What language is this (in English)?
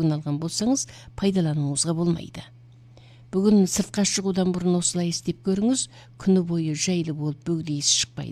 Kazakh